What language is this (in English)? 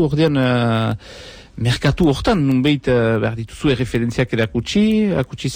Basque